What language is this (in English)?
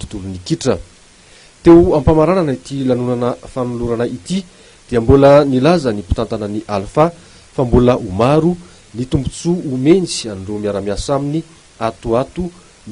Malagasy